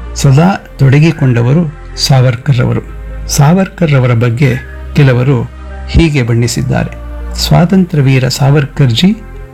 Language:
Kannada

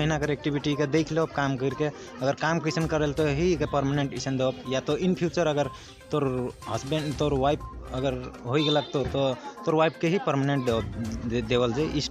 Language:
Sadri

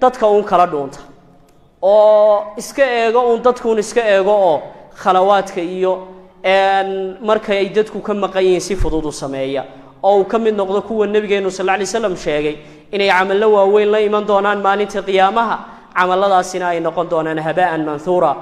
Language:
Somali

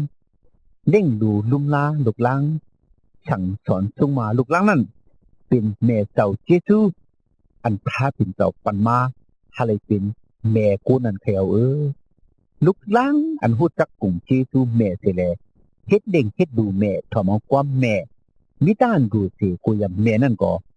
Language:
Shan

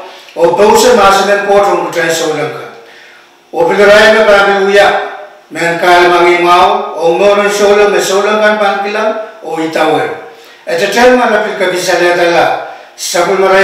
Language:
Pohnpeian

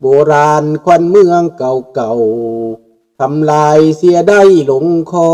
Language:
Lao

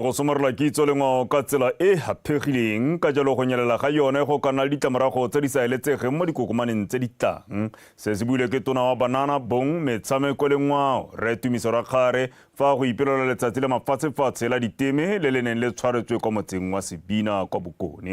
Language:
Tswana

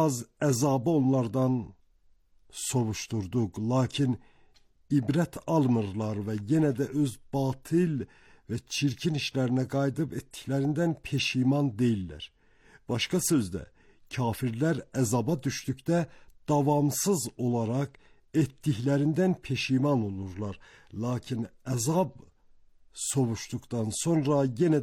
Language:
Azerbaijani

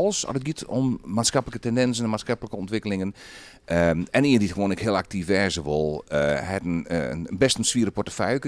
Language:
Western Frisian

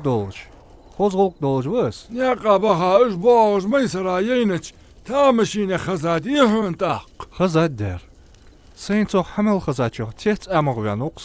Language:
Ingush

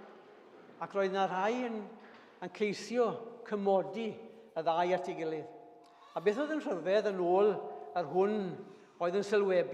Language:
Welsh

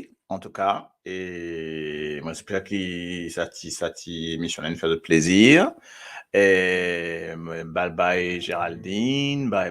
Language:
Morisyen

